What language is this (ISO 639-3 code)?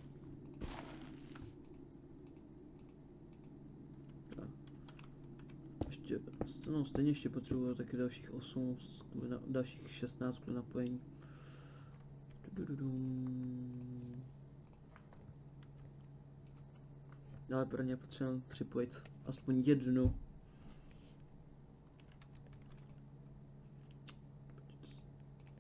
ces